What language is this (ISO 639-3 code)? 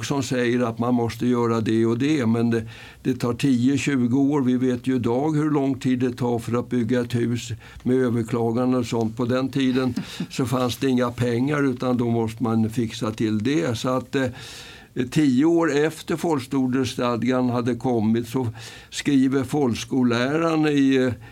swe